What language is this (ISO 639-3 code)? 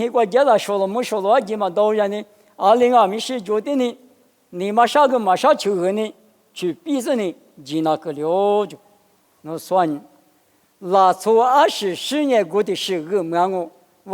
lis